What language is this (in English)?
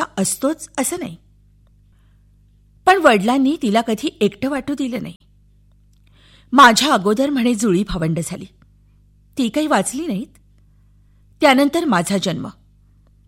Marathi